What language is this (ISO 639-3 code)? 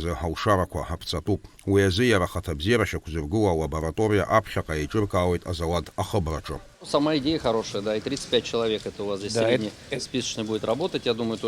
abk